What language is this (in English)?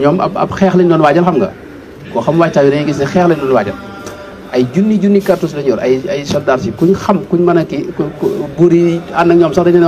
Wolof